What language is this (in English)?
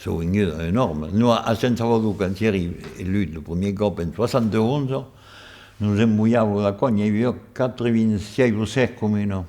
Occitan